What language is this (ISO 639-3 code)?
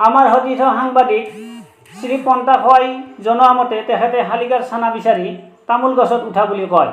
asm